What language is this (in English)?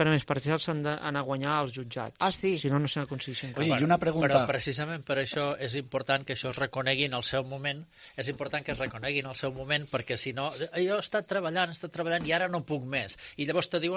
Catalan